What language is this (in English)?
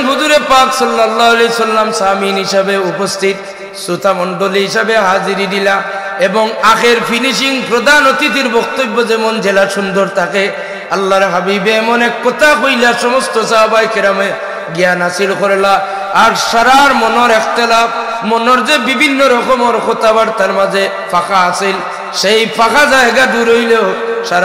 Sylheti